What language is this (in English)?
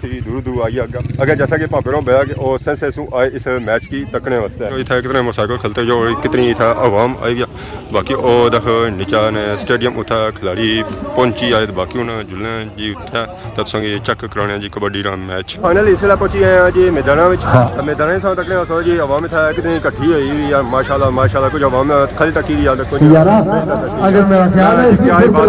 Pahari-Potwari